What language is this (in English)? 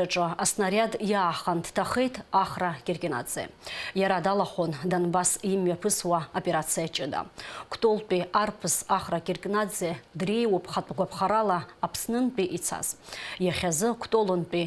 Abkhazian